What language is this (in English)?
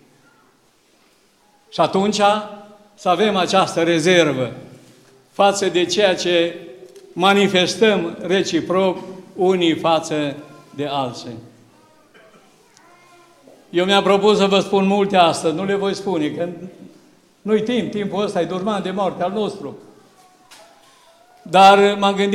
Romanian